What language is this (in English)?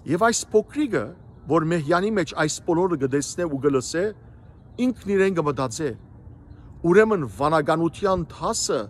Western Armenian